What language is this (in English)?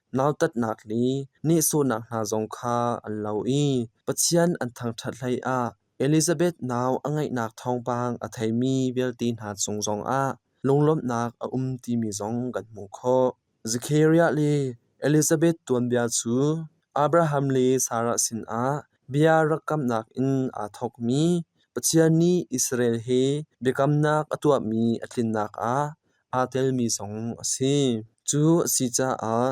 Hakha Chin